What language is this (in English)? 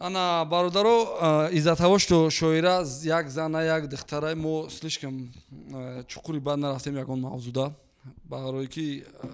Tajik